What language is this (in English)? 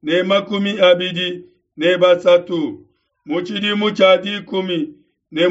Luba-Lulua